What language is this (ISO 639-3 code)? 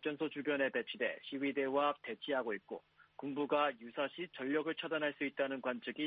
kor